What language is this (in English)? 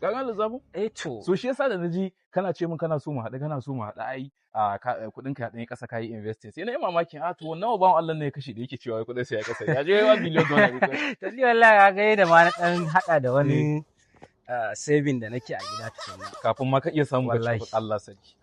Hausa